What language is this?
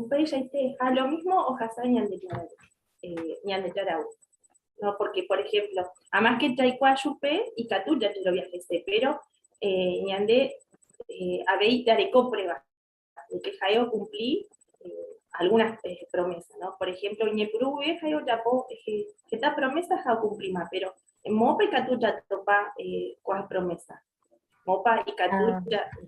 Guarani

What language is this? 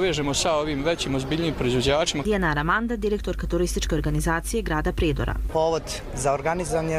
Croatian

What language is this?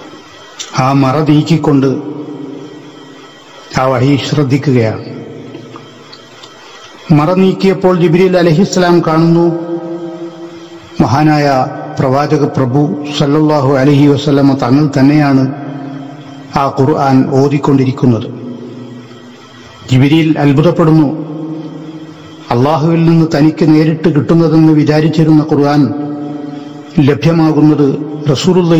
Malayalam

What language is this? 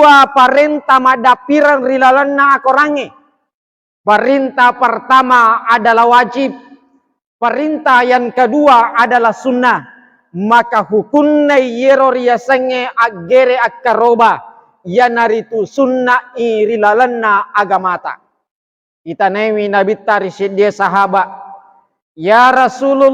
Buginese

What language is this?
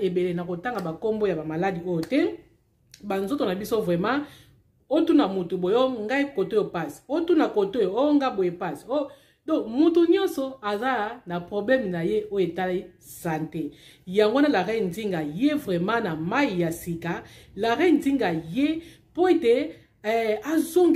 Lingala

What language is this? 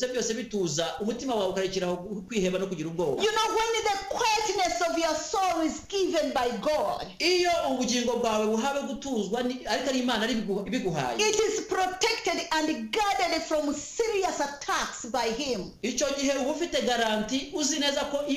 Kinyarwanda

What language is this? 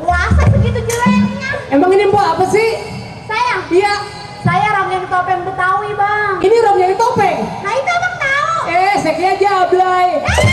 Betawi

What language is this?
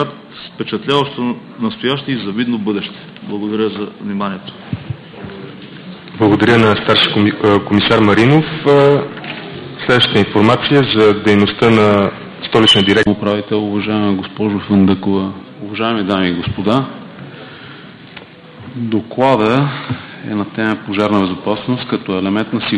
Bulgarian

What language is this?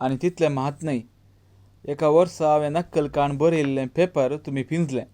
Konkani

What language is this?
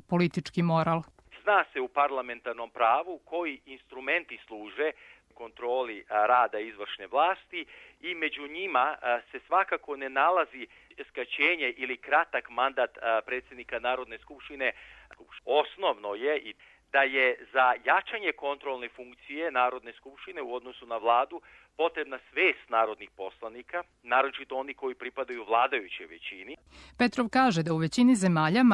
Serbian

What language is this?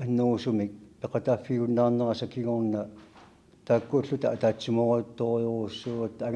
Kalaallisut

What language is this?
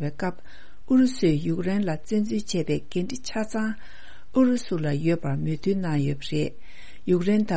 Tibetan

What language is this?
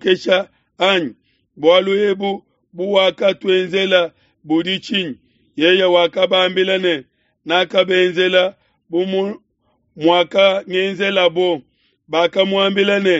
Luba-Lulua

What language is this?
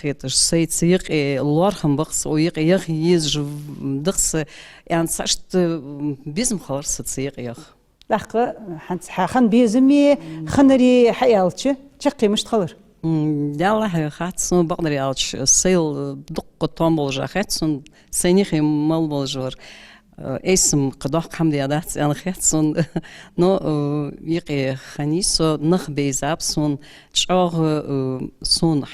Ingush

